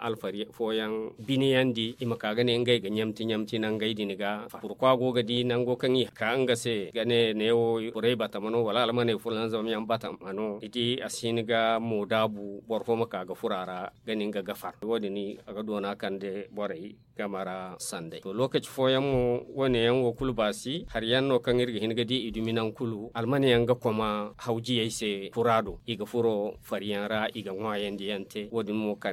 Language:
Zarma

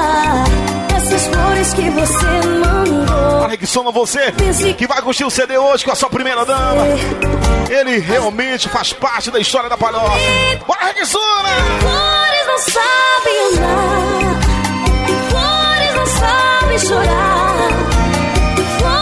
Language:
Portuguese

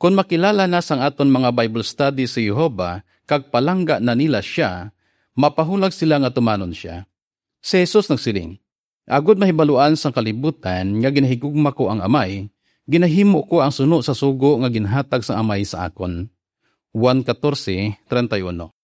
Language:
Hiligaynon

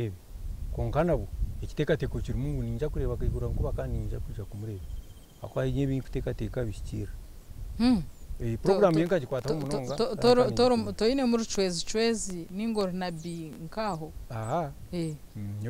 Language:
Nyankole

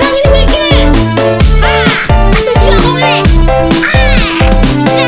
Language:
Banjar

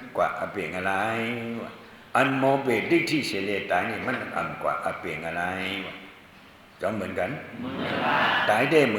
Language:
Shan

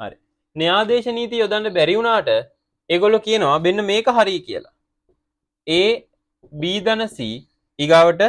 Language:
Sinhala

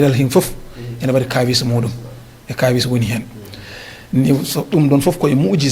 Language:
Fula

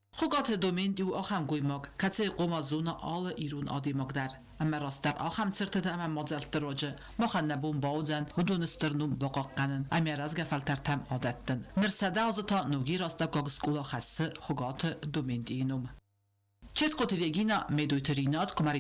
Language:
Ossetic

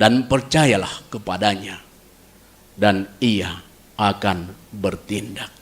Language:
Batak Simalungun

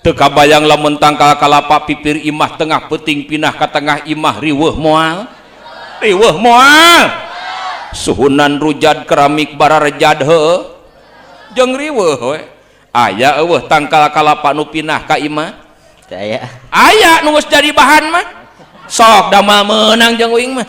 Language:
Sundanese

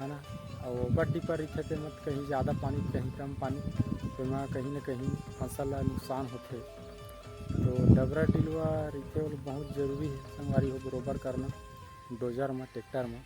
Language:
Chhattisgarhi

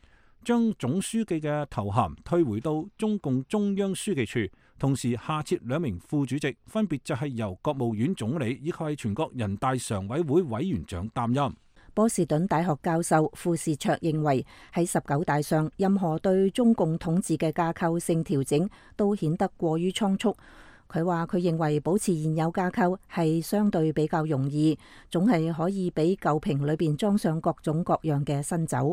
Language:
Cantonese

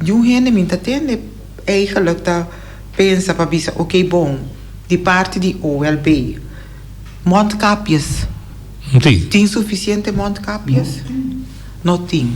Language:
Papiamento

